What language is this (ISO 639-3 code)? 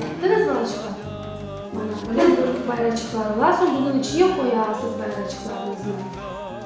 crh